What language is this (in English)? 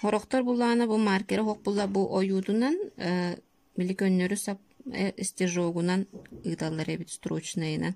Yakut